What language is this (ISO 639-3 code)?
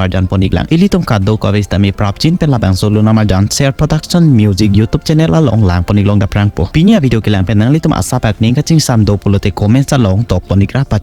mjw